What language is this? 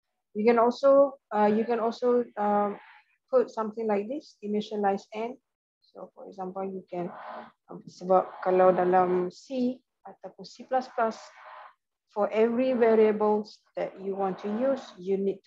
Malay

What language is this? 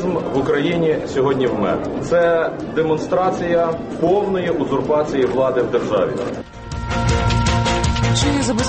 Ukrainian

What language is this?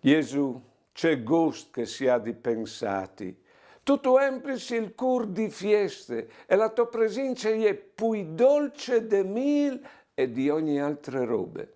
Friulian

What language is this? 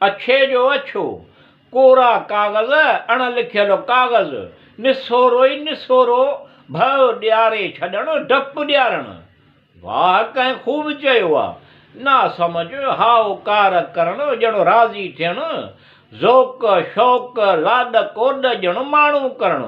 Sindhi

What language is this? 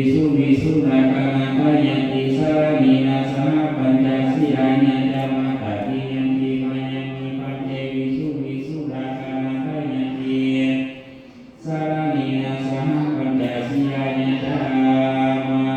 Pali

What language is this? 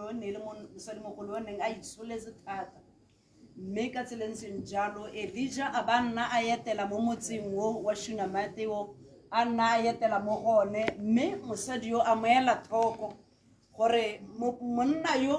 Tswana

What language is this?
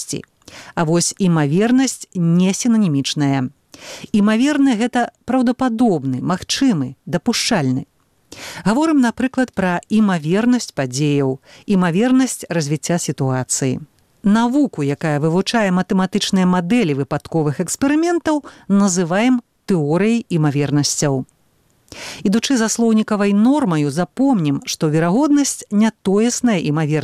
Belarusian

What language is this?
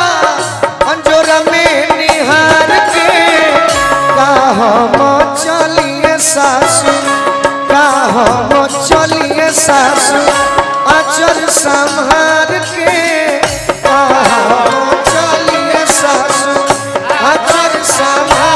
Bhojpuri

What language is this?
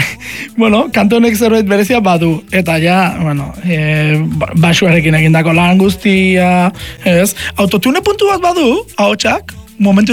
Basque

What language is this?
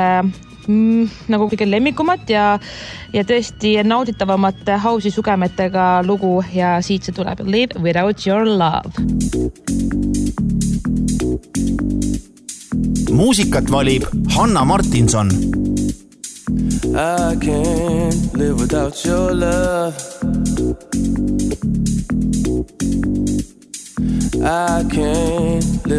Estonian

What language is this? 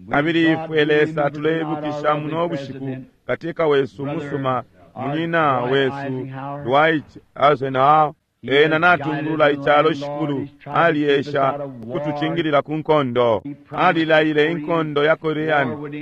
Bemba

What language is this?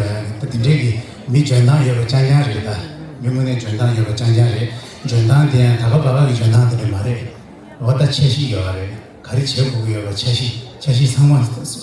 Tibetan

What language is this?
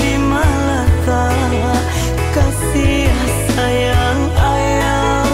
Minangkabau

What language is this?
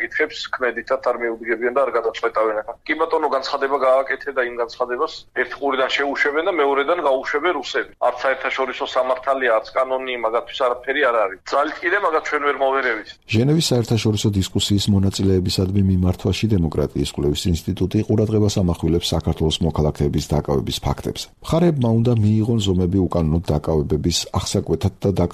Georgian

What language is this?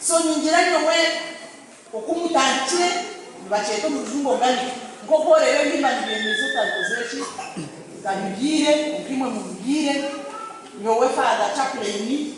Nyankole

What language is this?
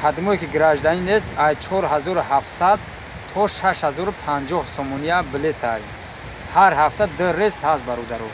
Tajik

